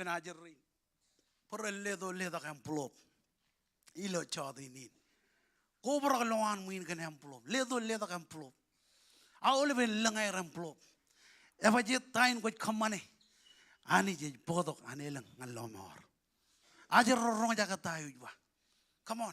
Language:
Marshallese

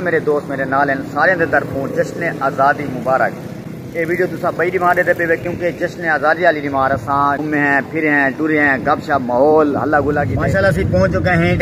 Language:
Saraiki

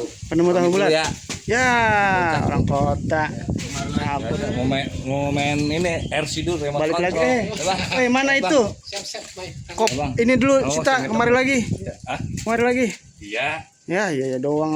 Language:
Betawi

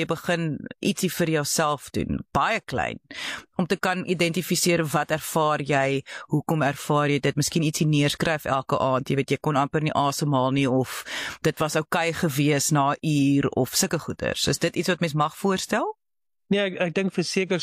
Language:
Afrikaans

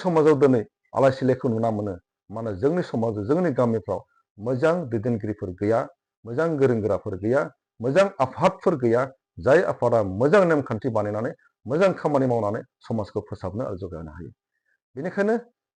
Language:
Bodo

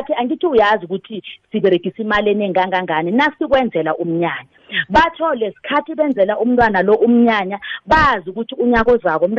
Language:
South Ndebele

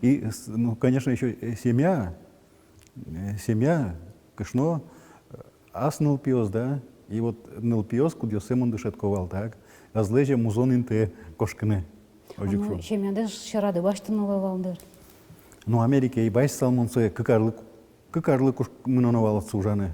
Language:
Udmurt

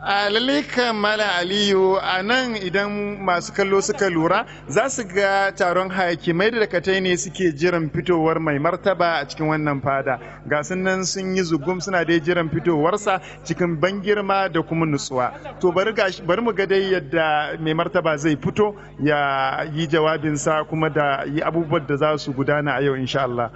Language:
Hausa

